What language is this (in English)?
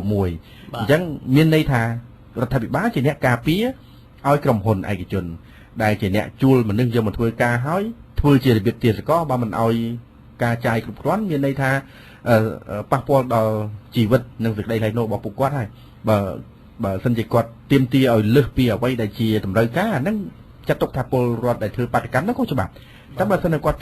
Khmer